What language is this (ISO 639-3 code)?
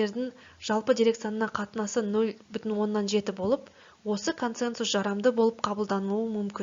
kaz